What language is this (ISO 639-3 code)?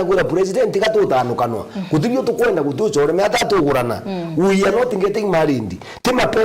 mer